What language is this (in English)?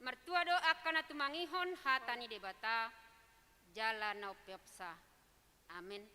Batak Toba